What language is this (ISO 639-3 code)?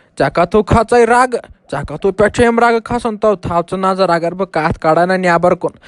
kas